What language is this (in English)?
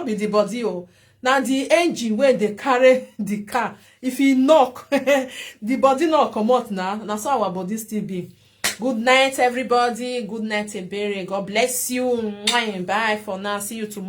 Nigerian Pidgin